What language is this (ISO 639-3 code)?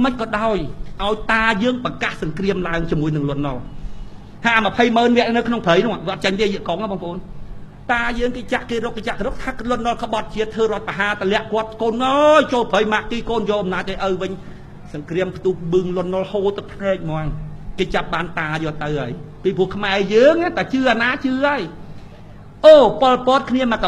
khm